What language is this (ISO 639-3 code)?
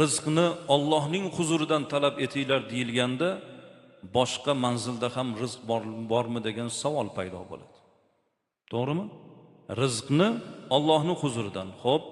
uzb